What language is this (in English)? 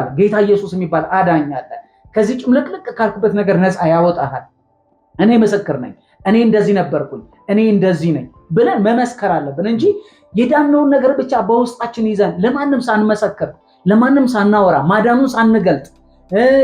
Amharic